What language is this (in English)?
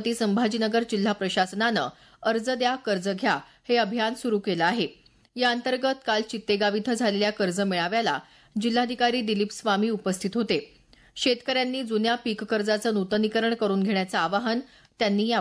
Marathi